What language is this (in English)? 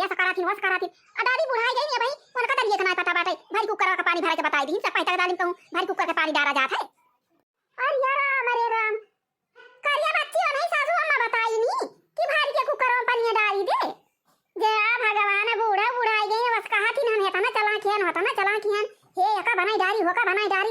Awadhi